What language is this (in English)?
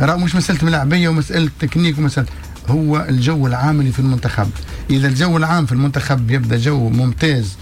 Tunisian Arabic